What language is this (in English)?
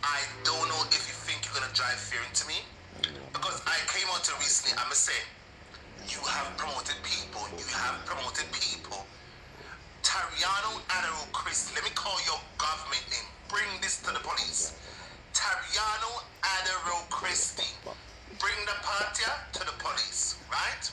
Jamaican Creole English